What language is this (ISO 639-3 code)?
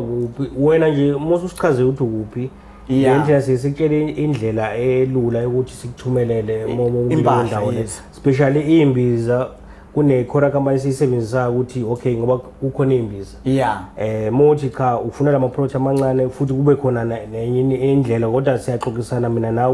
zul